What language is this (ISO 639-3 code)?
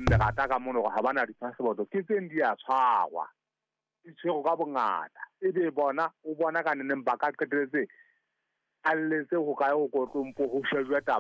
sot